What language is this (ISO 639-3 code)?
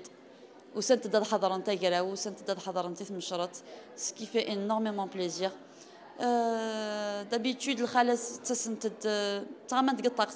kab